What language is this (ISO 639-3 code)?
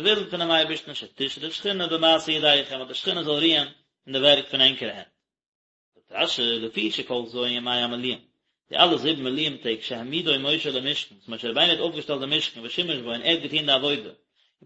yid